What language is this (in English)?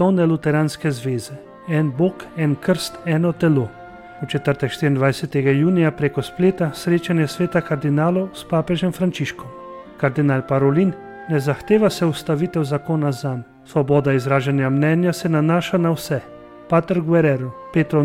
Slovenian